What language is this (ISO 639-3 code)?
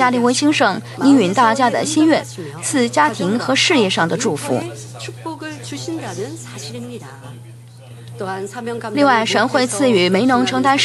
zho